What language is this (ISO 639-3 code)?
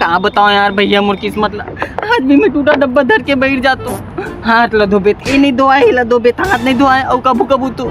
hne